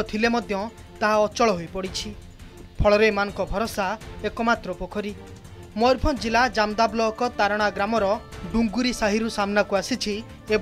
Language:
Odia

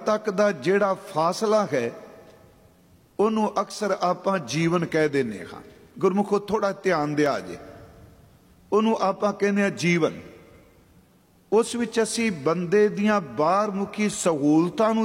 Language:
Punjabi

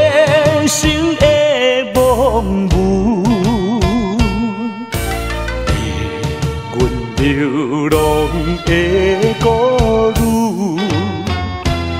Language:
Min Nan Chinese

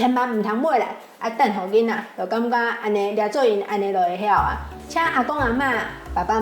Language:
Min Nan Chinese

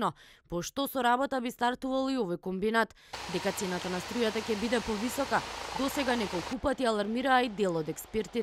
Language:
Macedonian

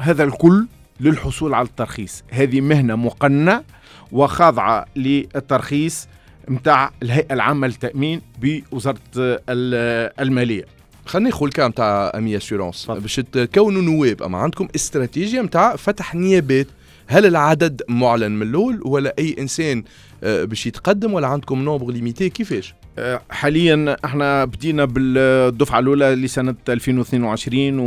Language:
Tunisian Arabic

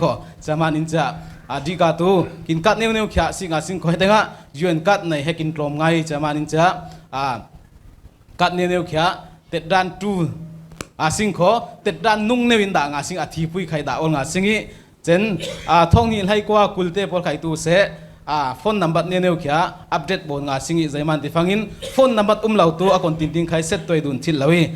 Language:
Falam Chin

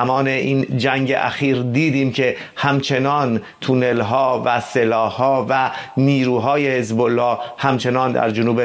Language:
Persian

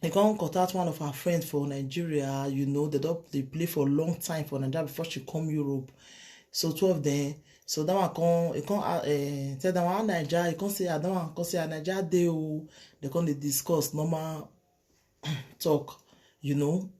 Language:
Nigerian Pidgin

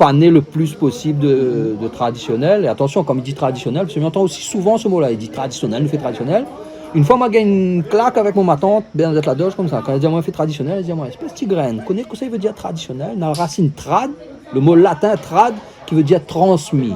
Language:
Réunion Creole French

